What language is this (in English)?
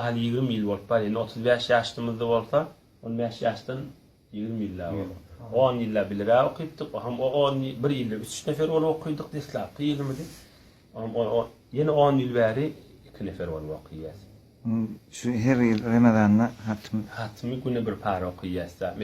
Turkmen